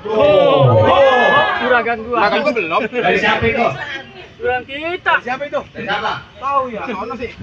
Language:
Betawi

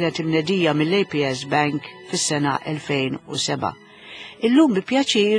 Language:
Maltese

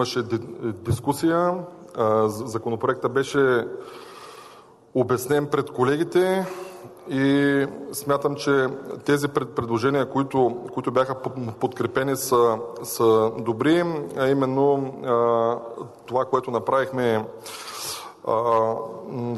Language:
Bulgarian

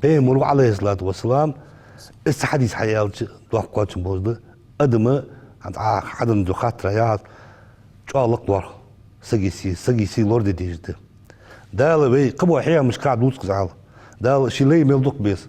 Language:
Ingush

